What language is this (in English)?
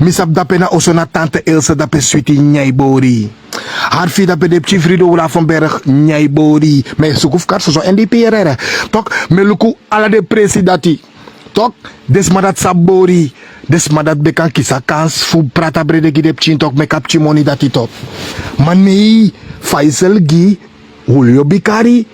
Sranan Tongo